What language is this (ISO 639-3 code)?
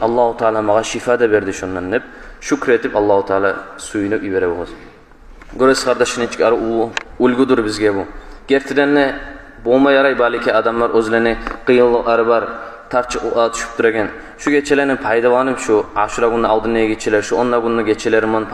kum